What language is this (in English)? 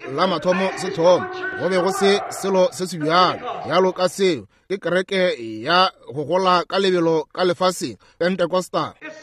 Northern Sotho